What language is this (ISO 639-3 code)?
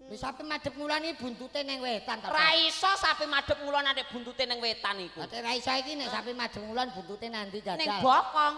jav